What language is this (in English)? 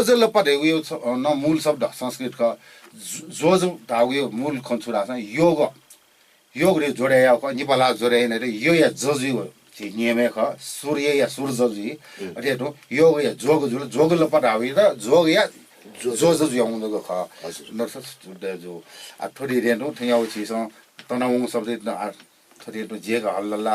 Newari